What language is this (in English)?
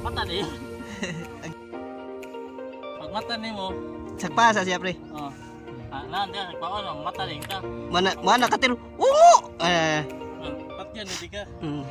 Cebuano